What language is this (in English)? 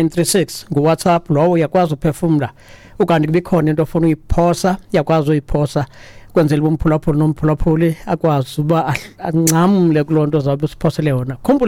Xhosa